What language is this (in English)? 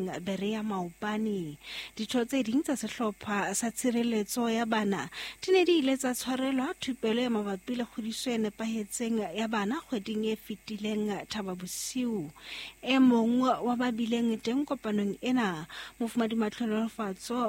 Southern Sotho